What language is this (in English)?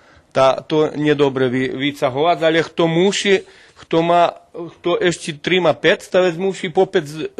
Rusyn